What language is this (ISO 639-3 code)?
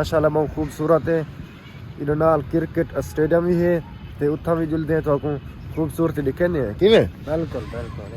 skr